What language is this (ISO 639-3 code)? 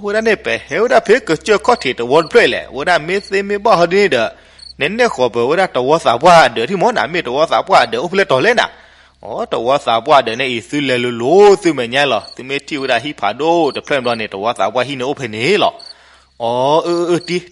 ksw